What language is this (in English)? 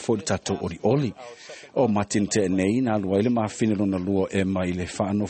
Samoan